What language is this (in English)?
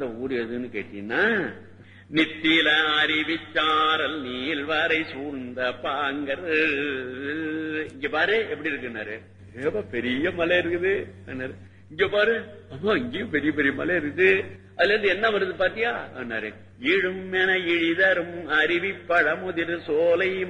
Tamil